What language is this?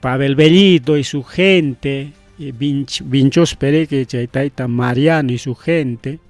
Ayacucho Quechua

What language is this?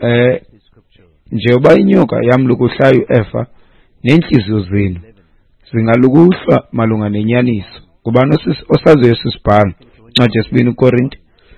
Xhosa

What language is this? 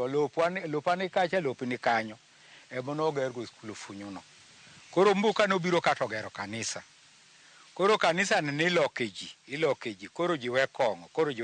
Luo (Kenya and Tanzania)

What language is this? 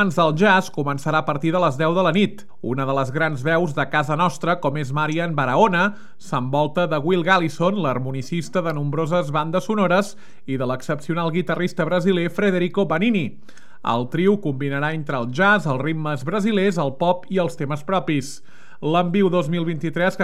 Catalan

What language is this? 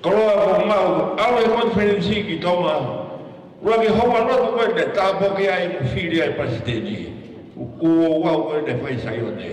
Tongan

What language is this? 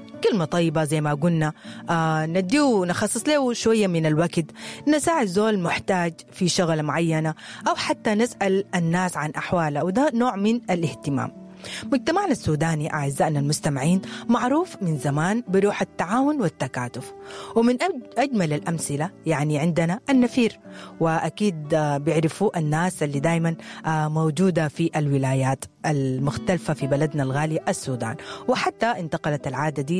Sudanese Arabic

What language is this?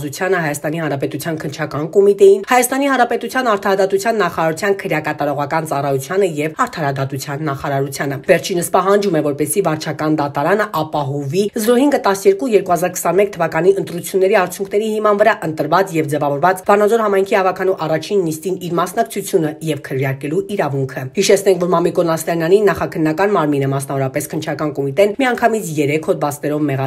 Armenian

